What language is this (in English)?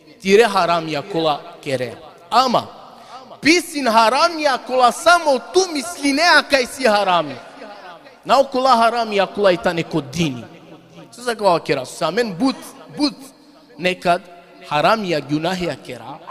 Balkan Romani